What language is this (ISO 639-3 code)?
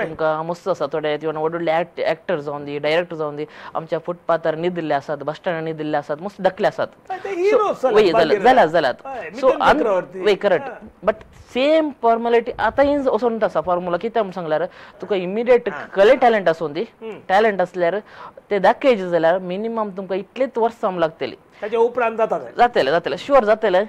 kok